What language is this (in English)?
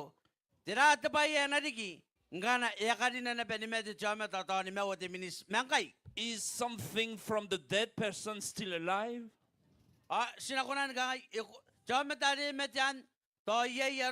Gilbertese